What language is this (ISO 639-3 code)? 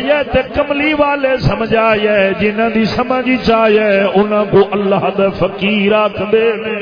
skr